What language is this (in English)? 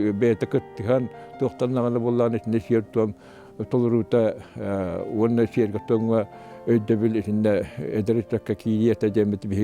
Yakut